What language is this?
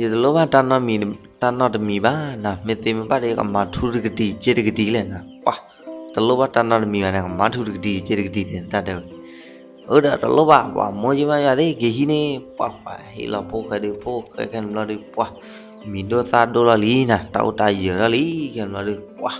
S'gaw Karen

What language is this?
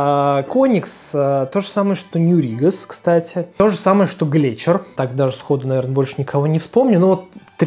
Russian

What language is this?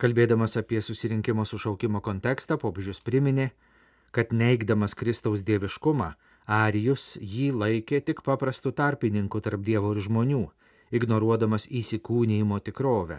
Lithuanian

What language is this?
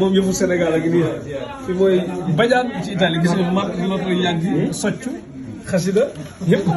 Wolof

